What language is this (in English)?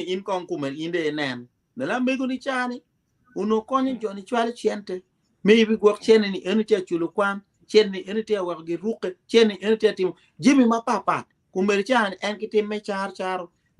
Acoli